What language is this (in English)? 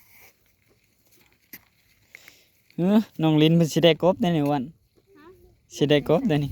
Northeastern Thai